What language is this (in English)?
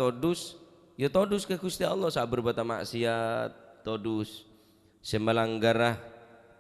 Madurese